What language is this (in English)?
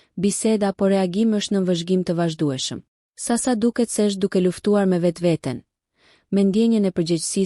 Albanian